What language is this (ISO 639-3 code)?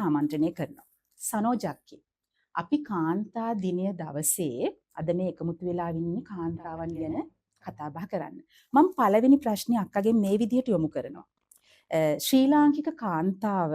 sin